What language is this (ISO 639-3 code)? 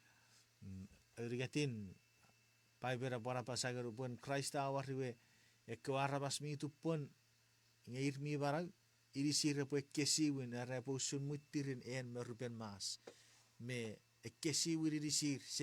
chk